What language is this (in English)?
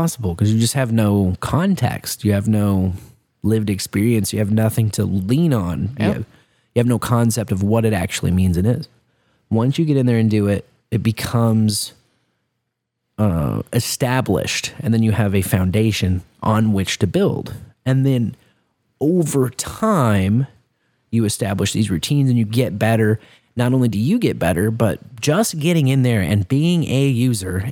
English